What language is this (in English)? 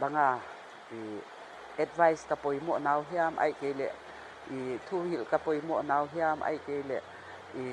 Paite Chin